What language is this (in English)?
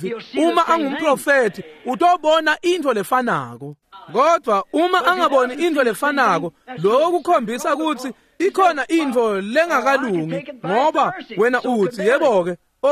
Swati